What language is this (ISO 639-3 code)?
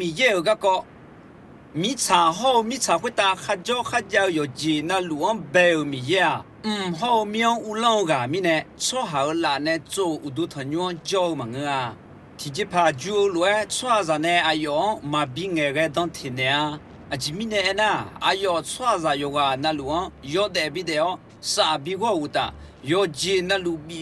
ahk